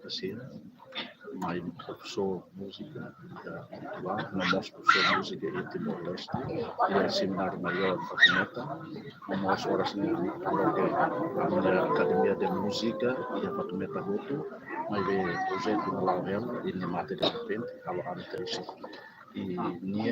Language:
Tetum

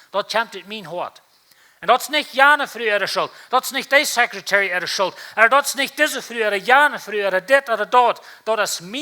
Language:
Plautdietsch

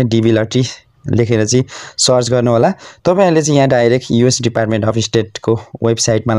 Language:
Nepali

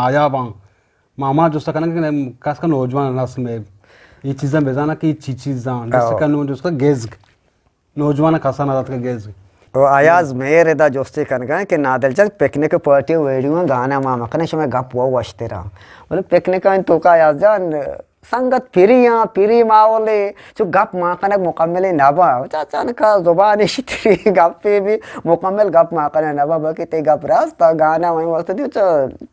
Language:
Eastern Balochi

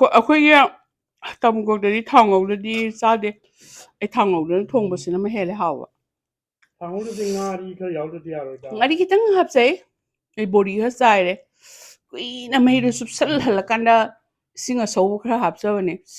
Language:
Manipuri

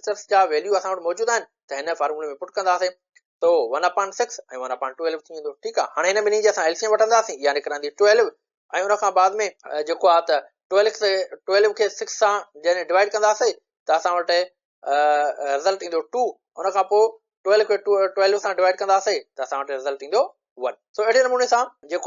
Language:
Sindhi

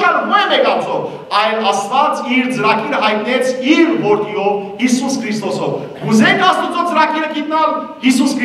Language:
Western Armenian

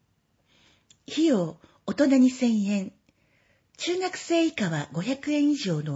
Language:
Japanese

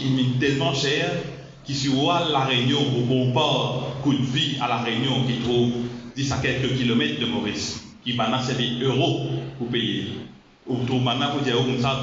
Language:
Morisyen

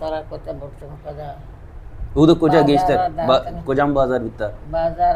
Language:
Baluchi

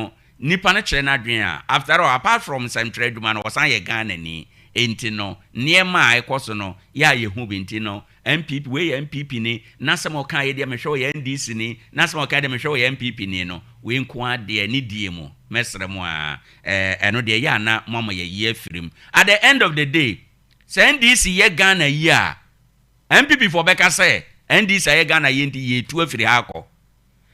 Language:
Akan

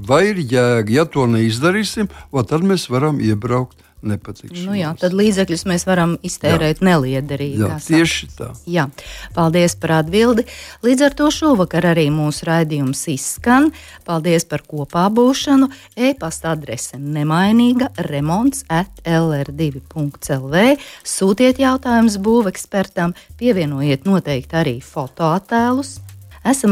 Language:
Latvian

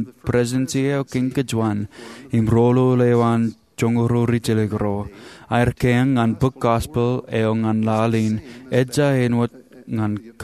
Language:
Marshallese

